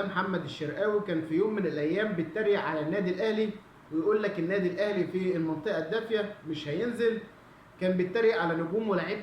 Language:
Egyptian Arabic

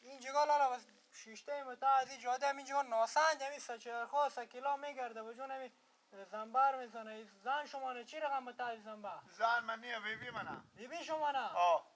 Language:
Persian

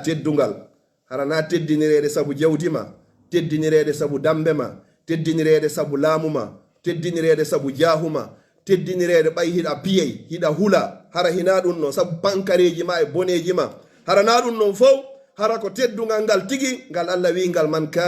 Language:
Pular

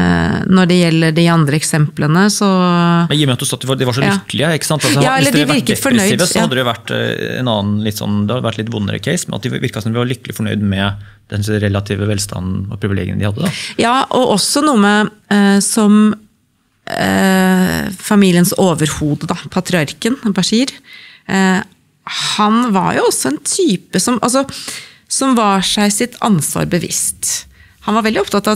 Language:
Norwegian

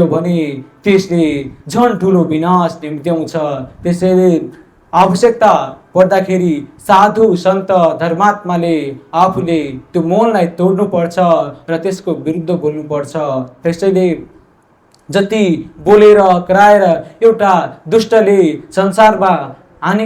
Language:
Nepali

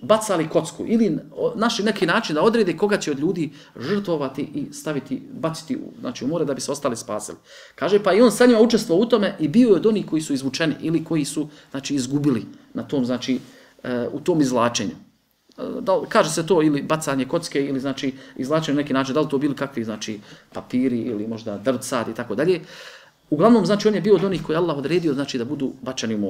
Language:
Bosnian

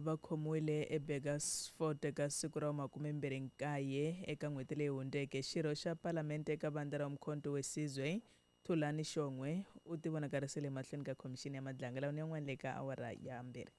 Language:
Tsonga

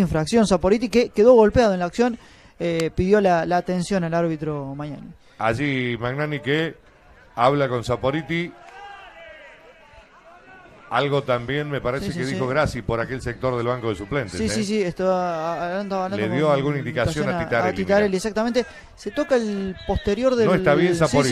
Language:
Spanish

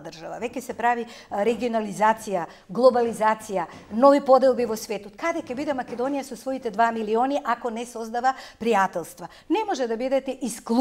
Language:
Macedonian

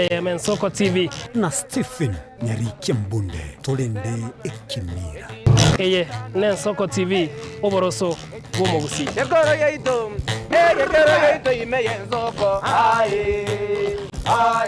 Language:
Gusii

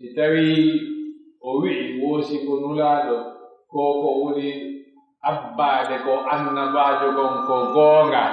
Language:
Pular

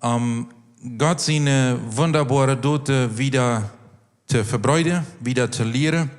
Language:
Plautdietsch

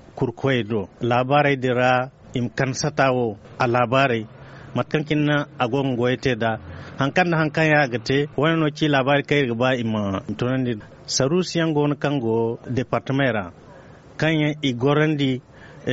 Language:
Zarma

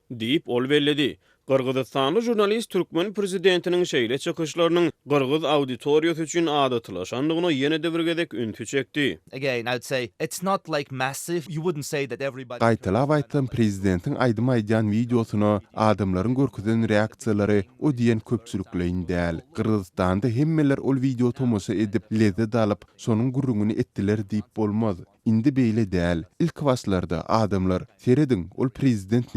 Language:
Turkmen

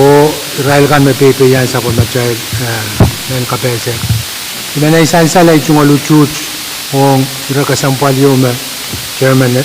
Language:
Pohnpeian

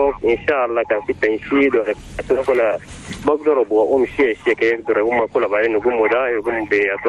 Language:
Chadian Arabic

